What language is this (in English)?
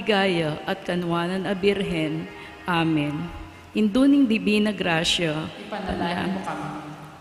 Pampanga